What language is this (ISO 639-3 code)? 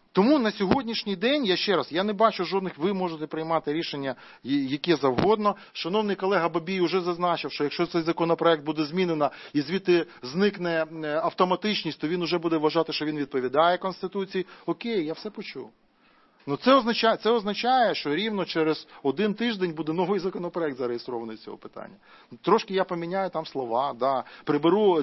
ukr